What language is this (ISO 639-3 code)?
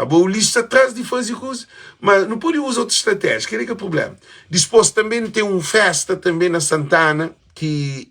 kea